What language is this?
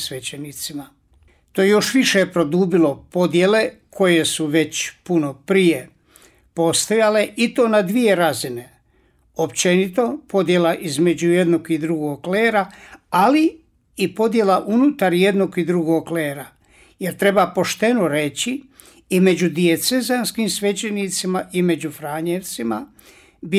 Croatian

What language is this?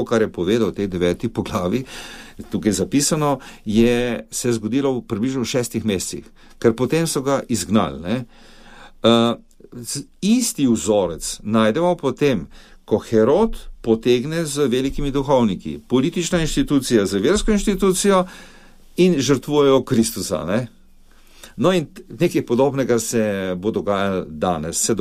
Slovenian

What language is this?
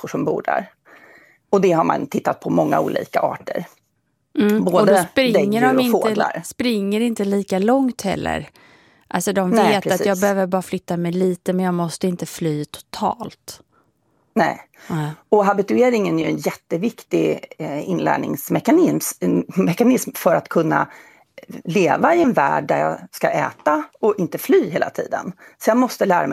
Swedish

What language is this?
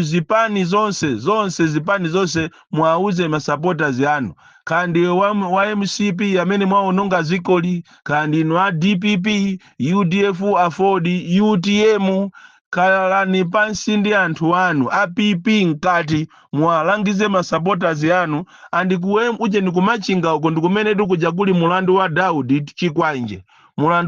Nyanja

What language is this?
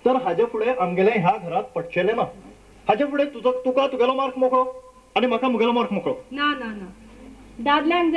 Konkani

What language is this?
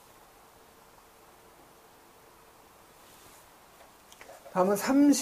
Korean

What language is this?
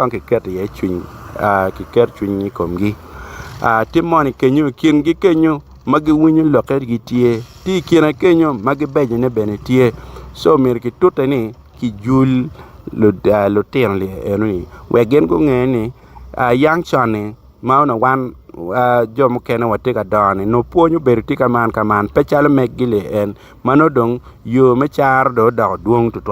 Acoli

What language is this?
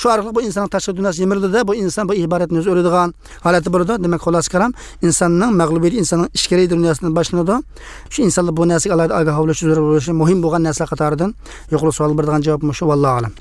Uyghur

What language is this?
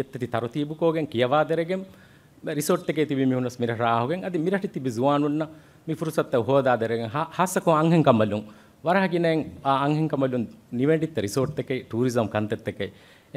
Divehi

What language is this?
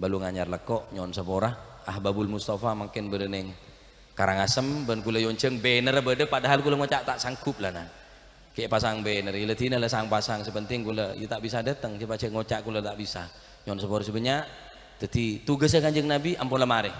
Madurese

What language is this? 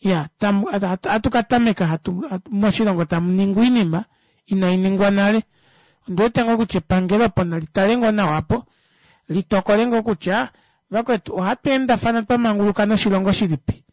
Kuanyama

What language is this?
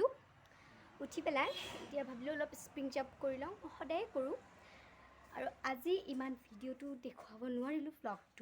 Assamese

